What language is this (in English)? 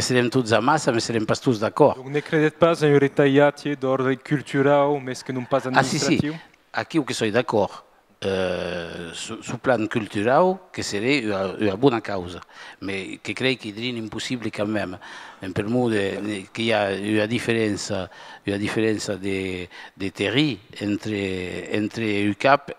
Occitan